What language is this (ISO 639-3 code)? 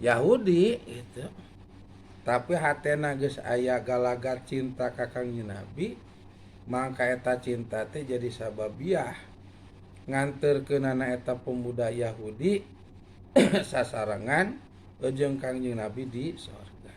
sun